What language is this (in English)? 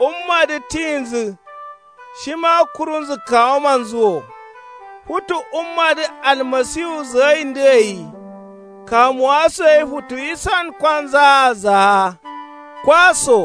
Kanuri